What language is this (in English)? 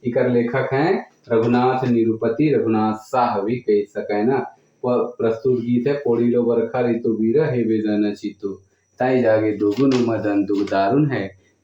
Sadri